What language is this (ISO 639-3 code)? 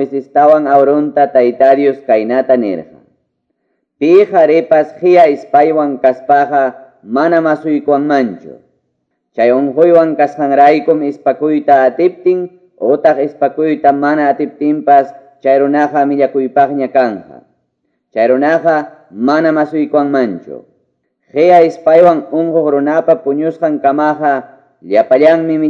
que